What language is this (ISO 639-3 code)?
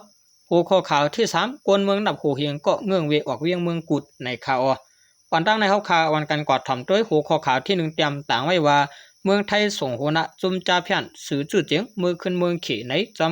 shn